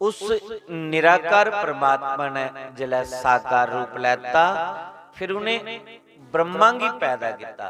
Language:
Dogri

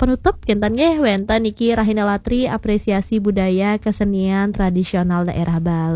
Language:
Balinese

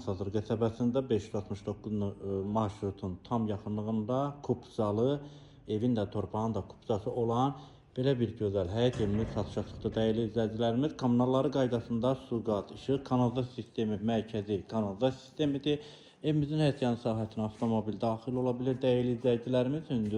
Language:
Azerbaijani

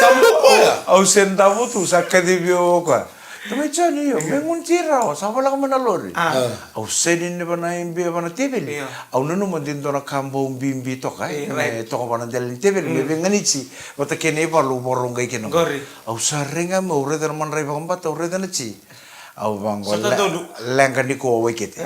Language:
Fijian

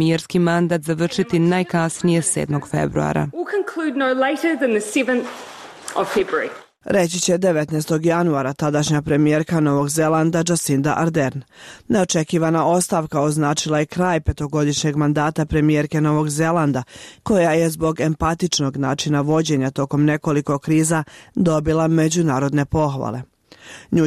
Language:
Bosnian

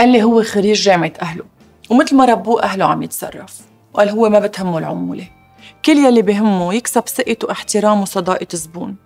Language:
North Levantine Arabic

